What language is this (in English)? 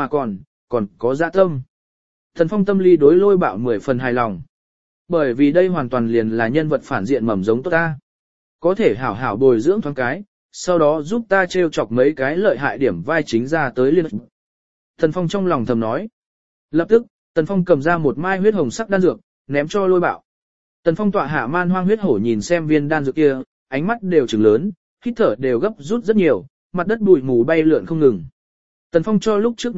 Vietnamese